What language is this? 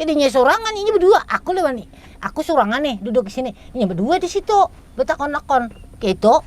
Banjar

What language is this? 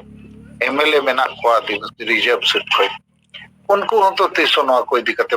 Santali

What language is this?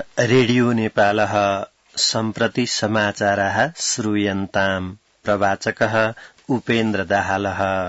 Sanskrit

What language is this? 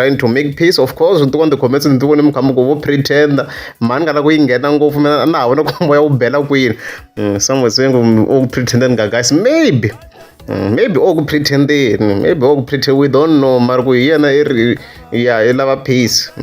Tsonga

